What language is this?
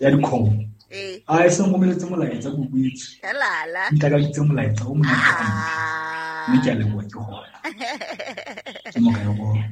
Southern Sotho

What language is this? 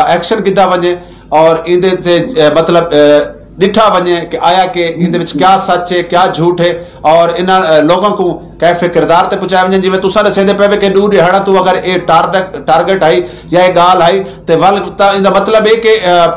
Saraiki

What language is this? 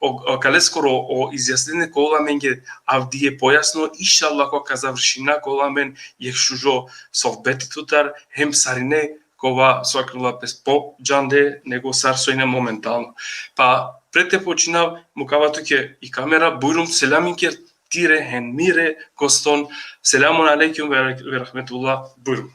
Balkan Romani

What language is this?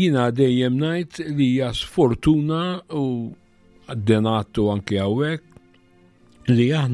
Maltese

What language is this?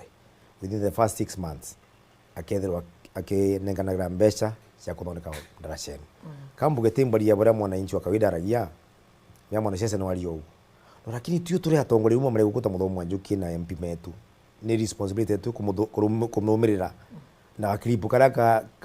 Meru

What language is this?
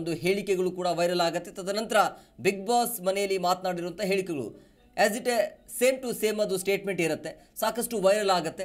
Kannada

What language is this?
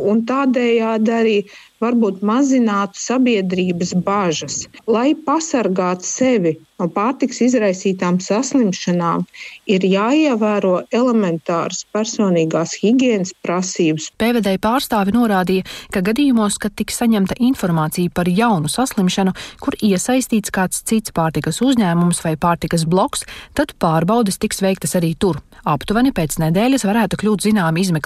Latvian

